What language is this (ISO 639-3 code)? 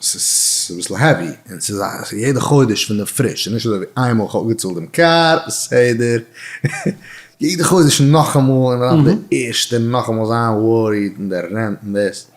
yid